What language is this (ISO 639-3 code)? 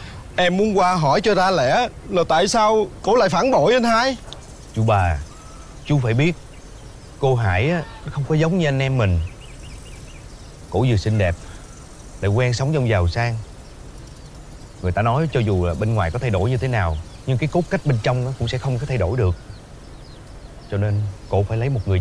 vie